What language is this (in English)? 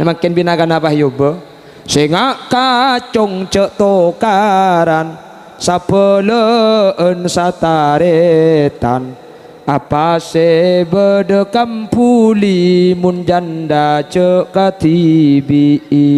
Madurese